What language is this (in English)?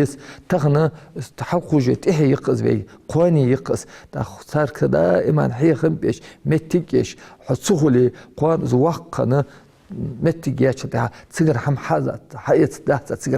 Ingush